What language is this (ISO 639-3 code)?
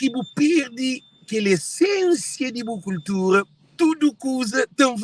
kea